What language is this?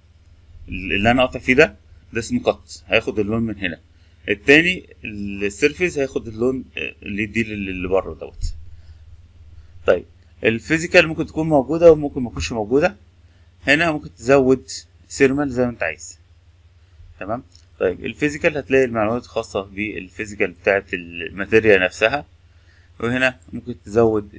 Egyptian Arabic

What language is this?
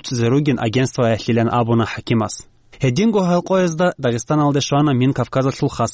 Avaric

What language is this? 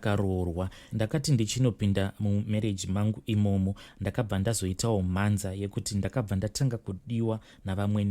Shona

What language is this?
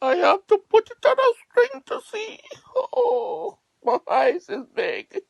Jamaican Creole English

